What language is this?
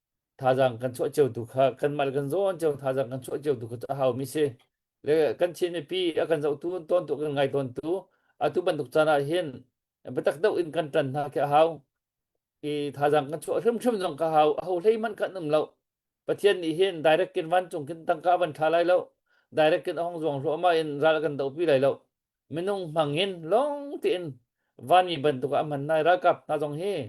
Hakha Chin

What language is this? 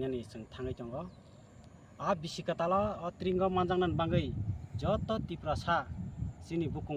Kok Borok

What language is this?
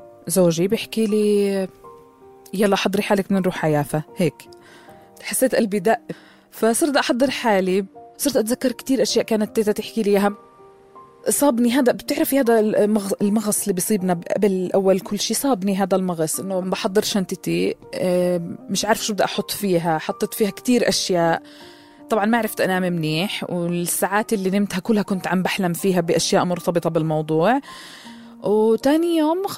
North Levantine Arabic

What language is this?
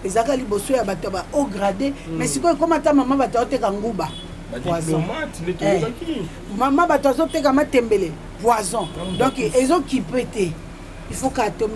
Lingala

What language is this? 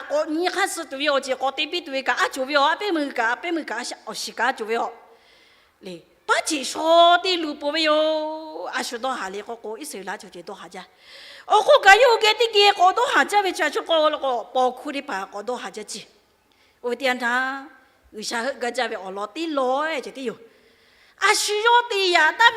Lahu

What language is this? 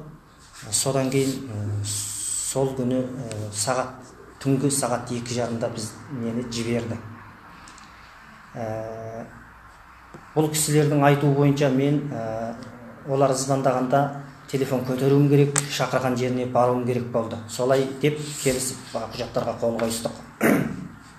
Kazakh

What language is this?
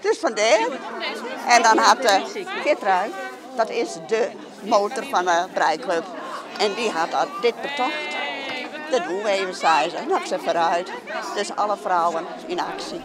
Western Frisian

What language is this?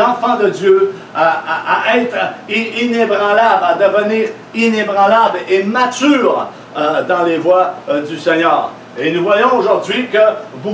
French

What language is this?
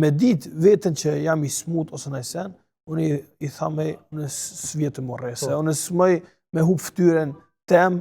Albanian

